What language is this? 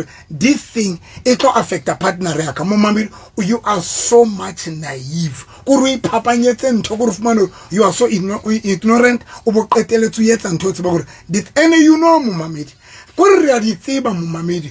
Southern Sotho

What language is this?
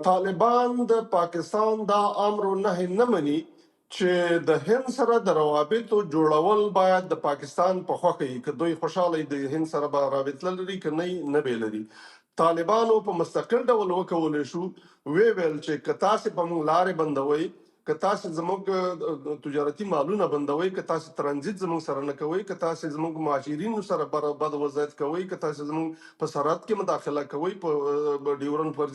Pashto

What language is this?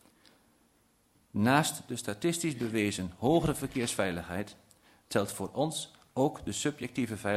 Dutch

